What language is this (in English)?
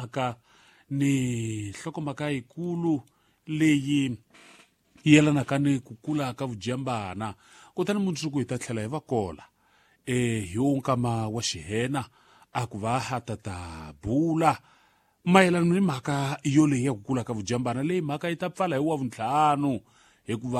Tsonga